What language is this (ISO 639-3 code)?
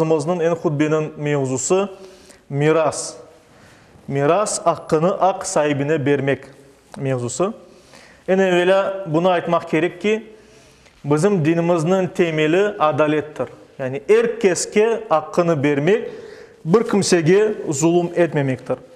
crh